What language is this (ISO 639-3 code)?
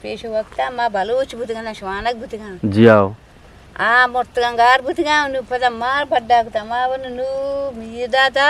bgp